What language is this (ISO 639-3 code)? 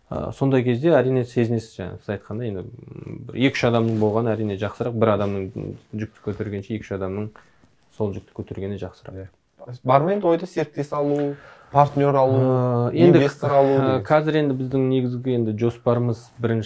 kaz